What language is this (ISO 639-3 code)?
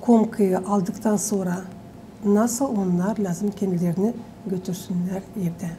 gag